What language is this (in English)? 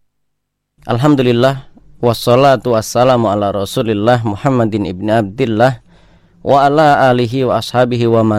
Indonesian